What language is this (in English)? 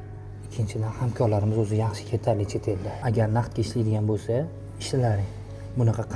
Uzbek